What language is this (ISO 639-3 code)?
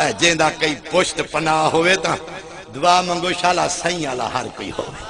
skr